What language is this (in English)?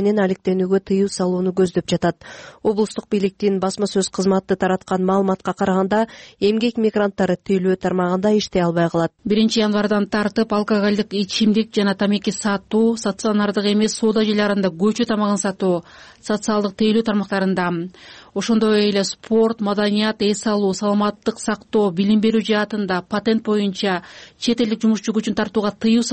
Kyrgyz